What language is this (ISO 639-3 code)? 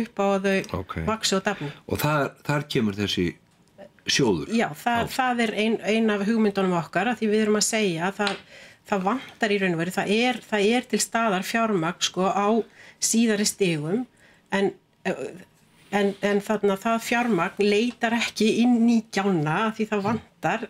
isl